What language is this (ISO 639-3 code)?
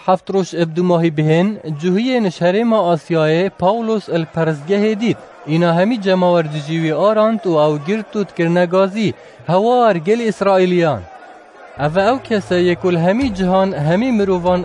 kur